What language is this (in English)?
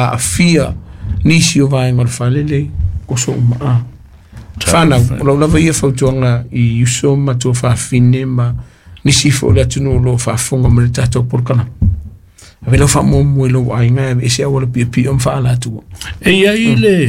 Samoan